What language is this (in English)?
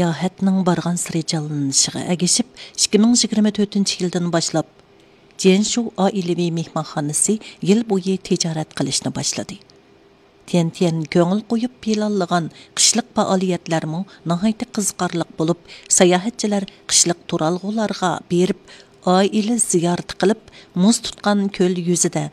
Uyghur